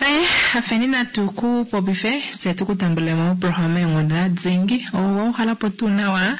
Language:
Kuanyama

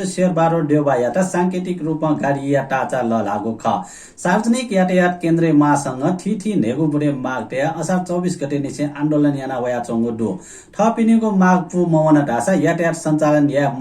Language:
Newari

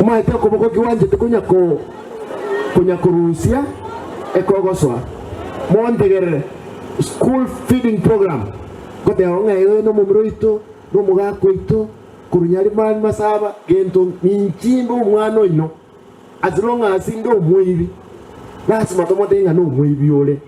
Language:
Gusii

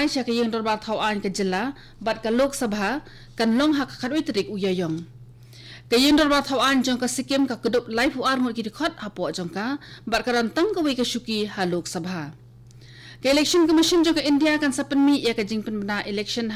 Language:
Khasi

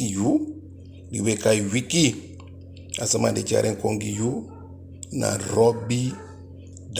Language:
Eastern Maroon Creole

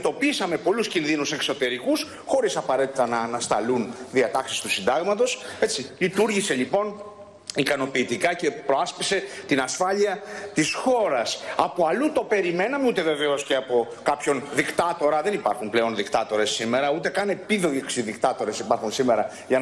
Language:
Greek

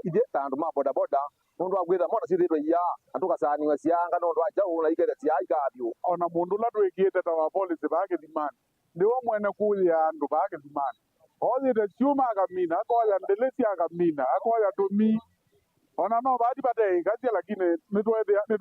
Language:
Kamba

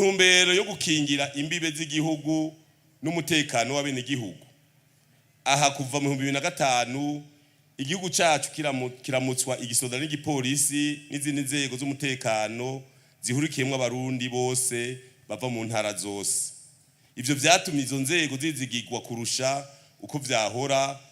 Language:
Rundi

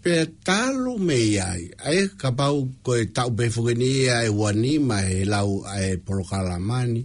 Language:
Tongan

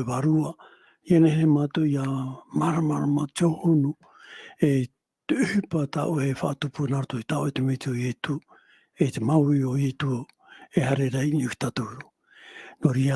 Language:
Tahitian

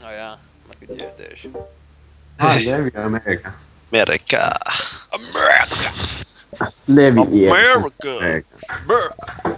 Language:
Faroese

